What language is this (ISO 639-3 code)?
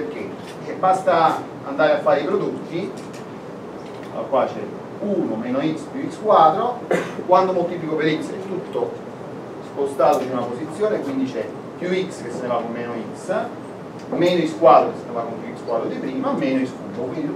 ita